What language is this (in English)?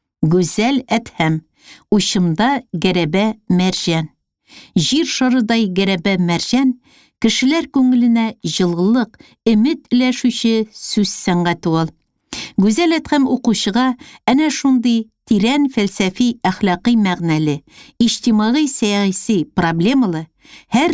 Tatar